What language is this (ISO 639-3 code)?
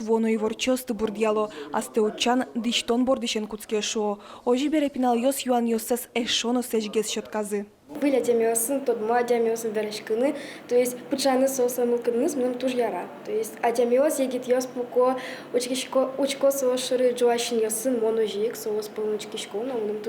udm